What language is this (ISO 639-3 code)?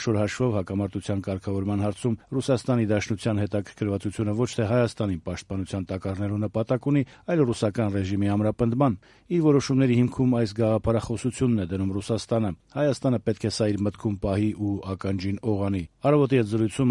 hye